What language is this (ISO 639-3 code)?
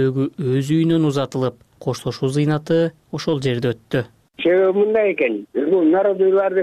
kir